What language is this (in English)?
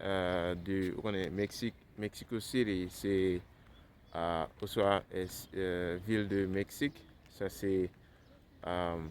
Haitian Creole